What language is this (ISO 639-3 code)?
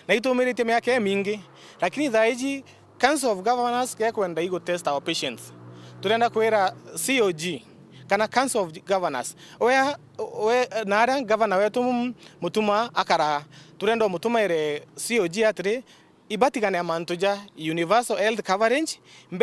mer